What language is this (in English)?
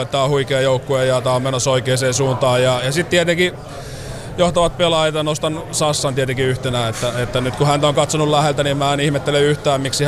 Finnish